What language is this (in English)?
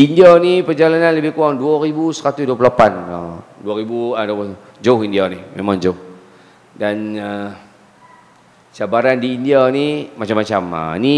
Malay